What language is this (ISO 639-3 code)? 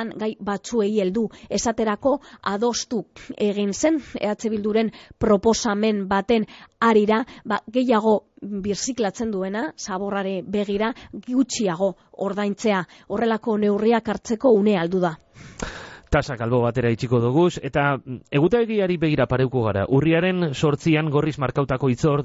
eus